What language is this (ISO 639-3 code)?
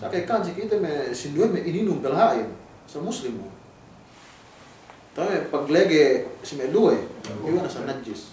yka